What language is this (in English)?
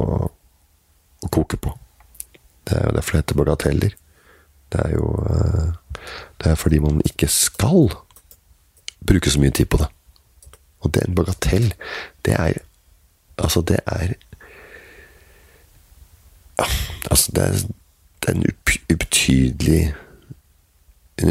Norwegian